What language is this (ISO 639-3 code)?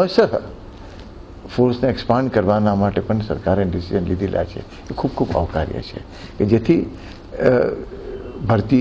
guj